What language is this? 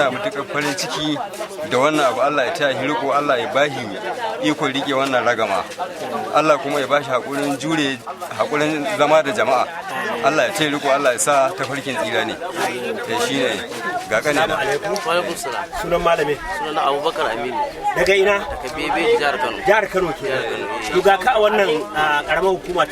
Hausa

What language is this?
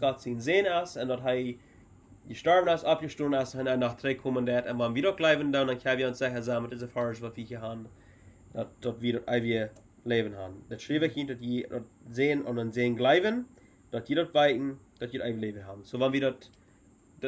Plautdietsch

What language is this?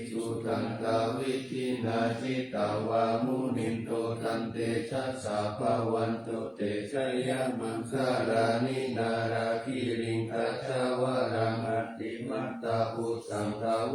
Pali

